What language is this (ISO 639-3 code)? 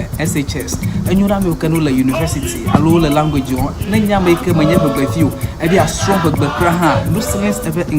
ewe